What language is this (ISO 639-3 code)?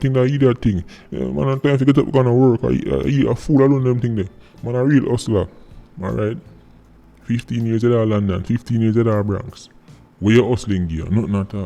jam